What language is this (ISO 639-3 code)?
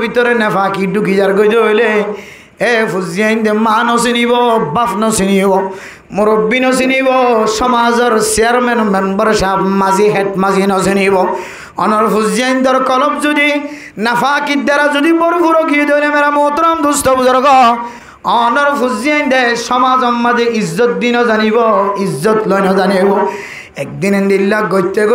rhg